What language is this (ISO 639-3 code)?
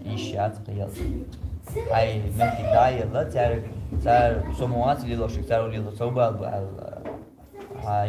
che